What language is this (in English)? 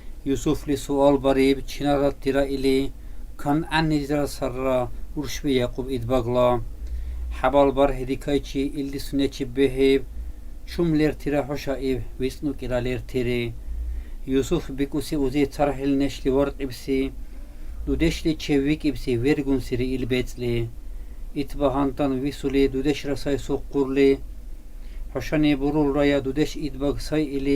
Dargwa